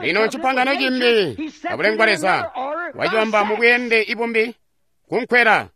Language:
Tonga (Zambia)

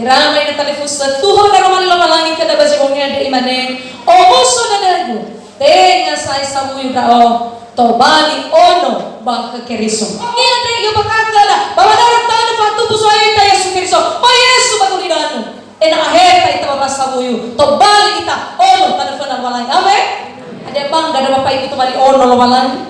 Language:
Nias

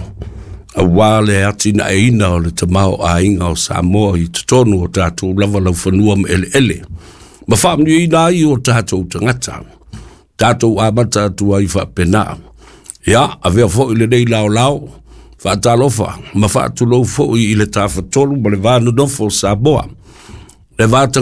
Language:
Samoan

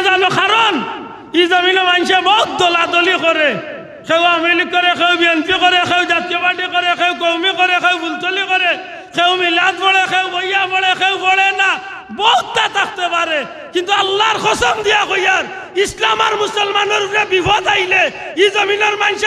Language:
Sylheti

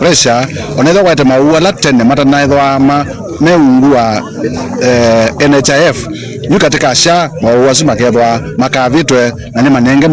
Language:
Kamba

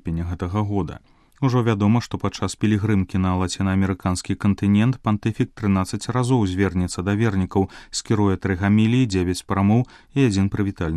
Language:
Belarusian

